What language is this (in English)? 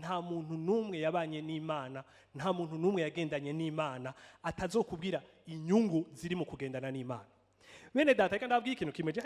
Rundi